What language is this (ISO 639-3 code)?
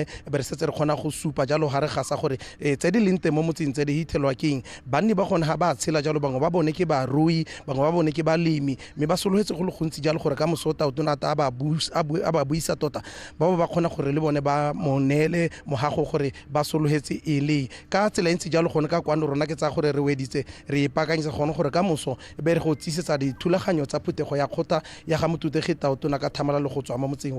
tsn